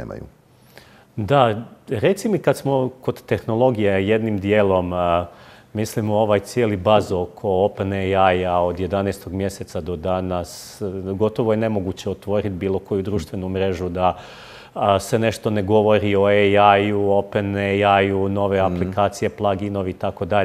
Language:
Croatian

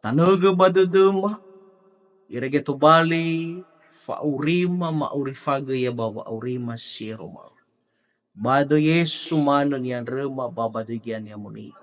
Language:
Nias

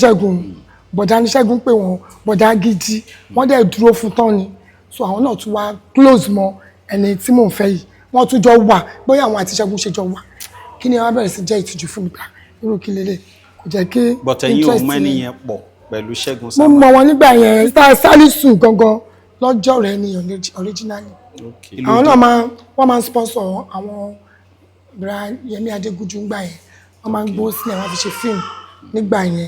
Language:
Yoruba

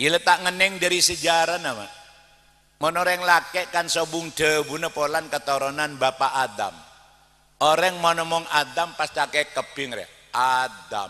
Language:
Madurese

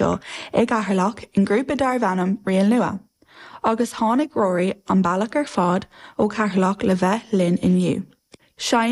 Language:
Irish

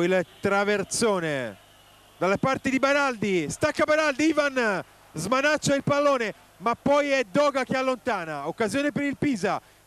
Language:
Italian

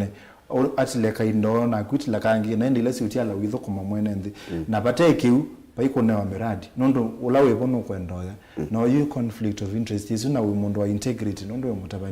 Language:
Kamba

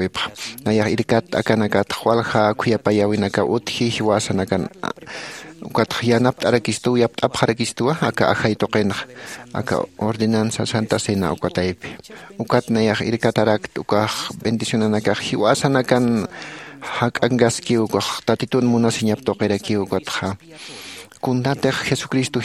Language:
Aymara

